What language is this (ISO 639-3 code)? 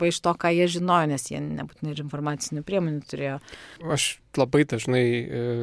lit